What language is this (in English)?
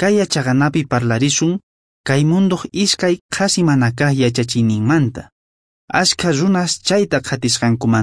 South Bolivian Quechua